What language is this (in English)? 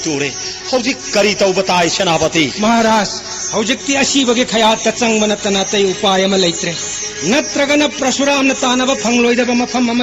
Manipuri